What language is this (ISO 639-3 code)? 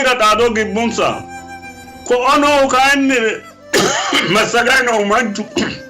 sid